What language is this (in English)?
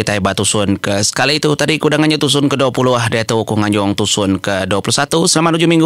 Iban